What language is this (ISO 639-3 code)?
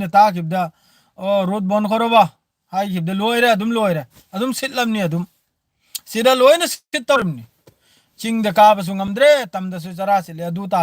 mni